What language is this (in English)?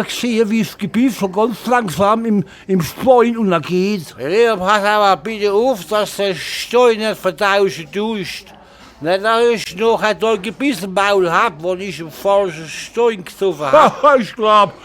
Palatine German